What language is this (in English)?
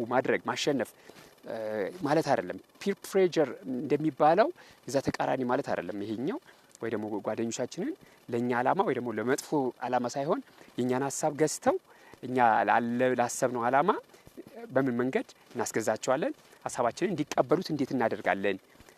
Amharic